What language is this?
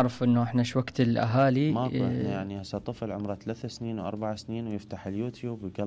Mesopotamian Arabic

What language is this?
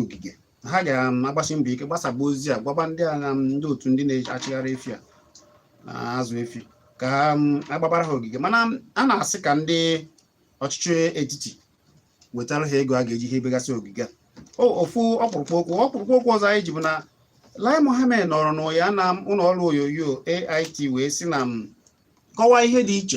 Igbo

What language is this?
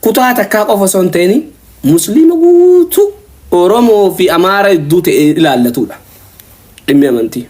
Oromo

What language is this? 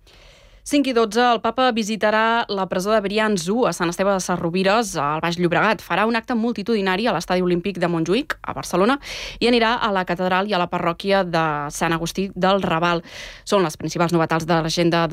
Catalan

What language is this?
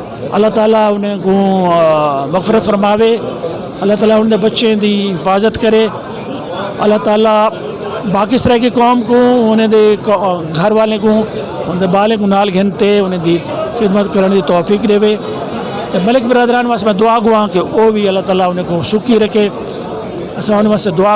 Saraiki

